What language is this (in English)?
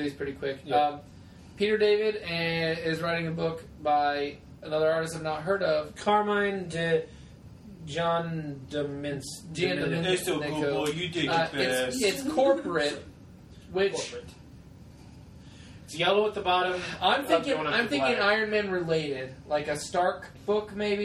English